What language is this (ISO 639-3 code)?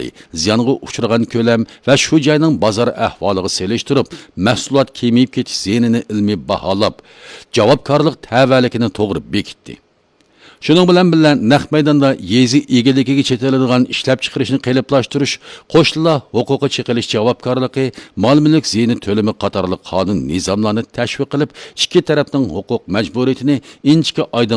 uig